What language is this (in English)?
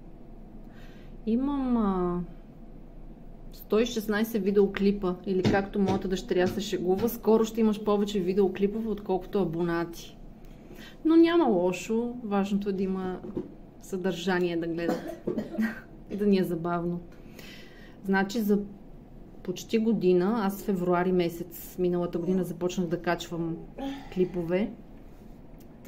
Bulgarian